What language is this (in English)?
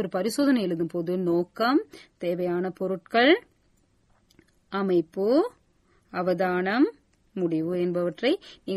Tamil